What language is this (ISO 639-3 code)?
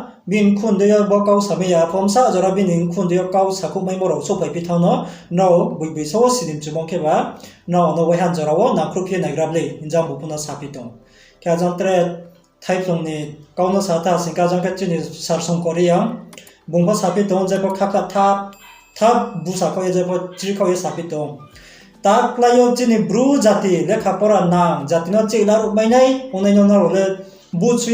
ria